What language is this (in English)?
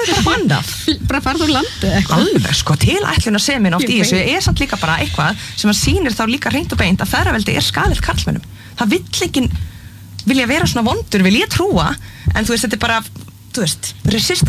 Icelandic